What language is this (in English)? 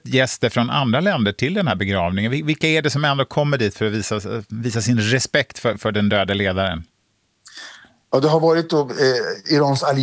Swedish